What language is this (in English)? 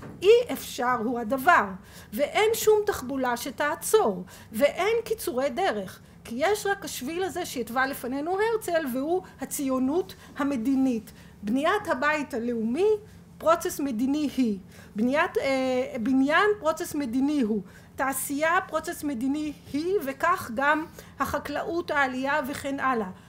Hebrew